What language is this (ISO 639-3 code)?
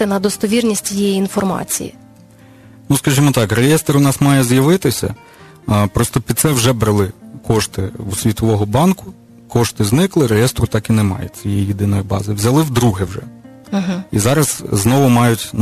ukr